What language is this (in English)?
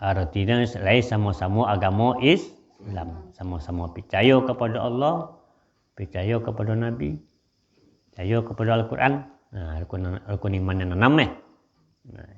Minangkabau